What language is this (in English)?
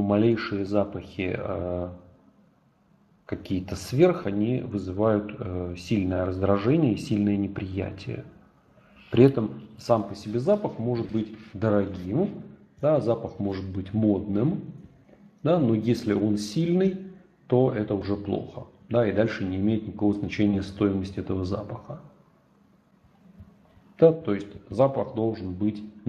Russian